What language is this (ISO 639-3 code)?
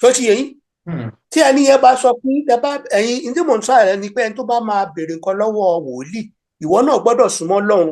yor